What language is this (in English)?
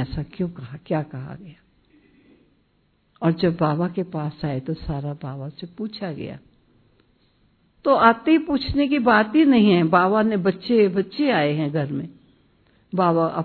Hindi